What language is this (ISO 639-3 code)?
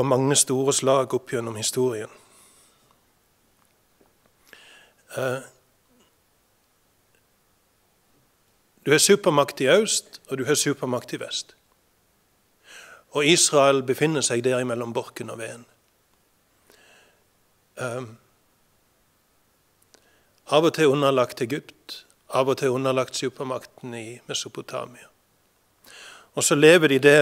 nor